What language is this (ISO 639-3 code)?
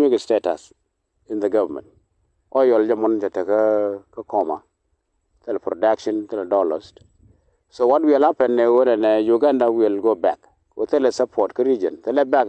nus